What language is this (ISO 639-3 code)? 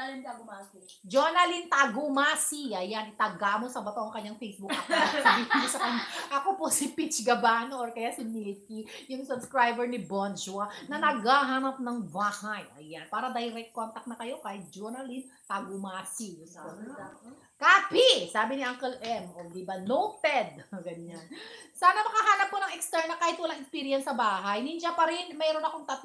fil